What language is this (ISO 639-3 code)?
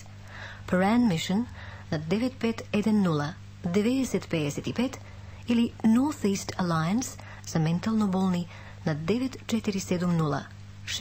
mkd